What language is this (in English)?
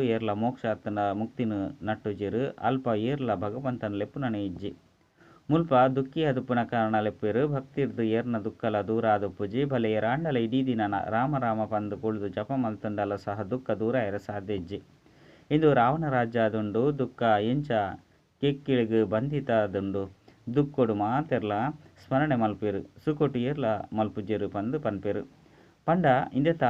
Tulu